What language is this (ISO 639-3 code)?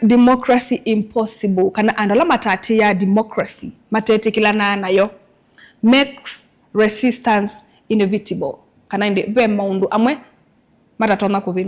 kam